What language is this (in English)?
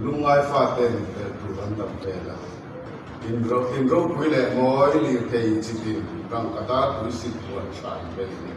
Mizo